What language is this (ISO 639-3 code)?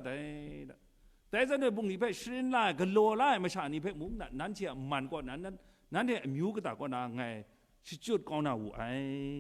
kac